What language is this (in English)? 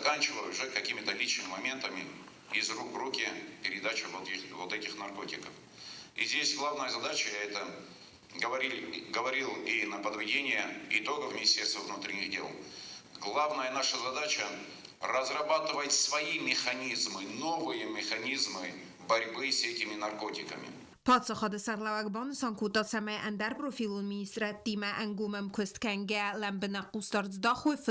Ossetic